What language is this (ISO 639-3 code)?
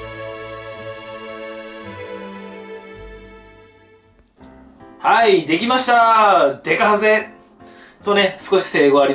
jpn